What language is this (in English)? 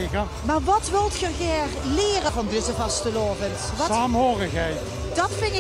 Limburgish